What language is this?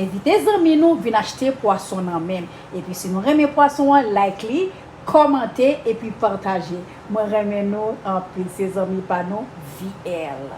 Haitian Creole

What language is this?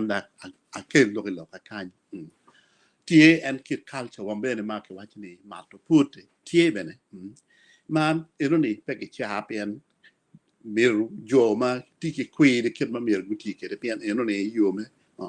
Acoli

